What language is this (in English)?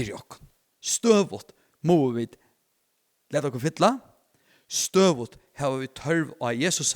Faroese